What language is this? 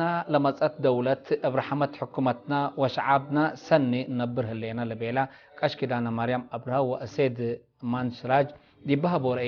Tigre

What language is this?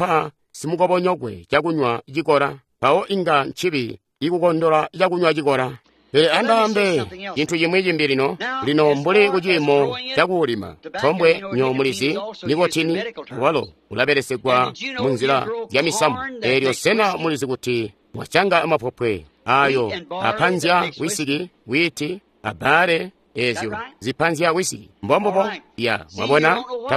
Tonga (Zambia)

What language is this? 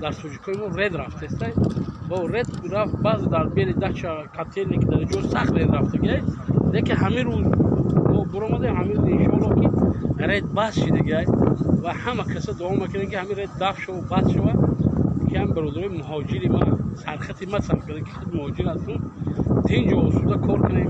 Tajik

